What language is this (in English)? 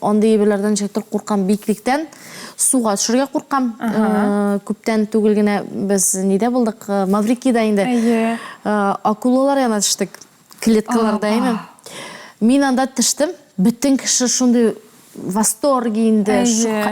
Tatar